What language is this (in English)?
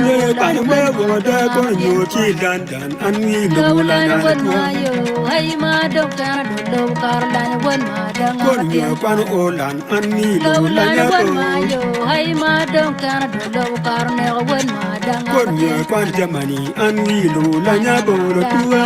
Acoli